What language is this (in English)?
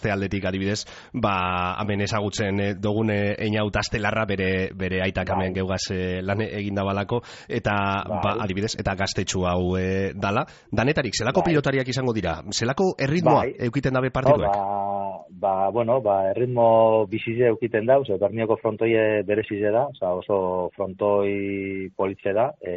Basque